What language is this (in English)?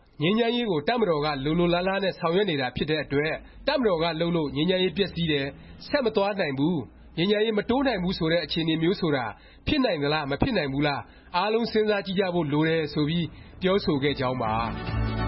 Burmese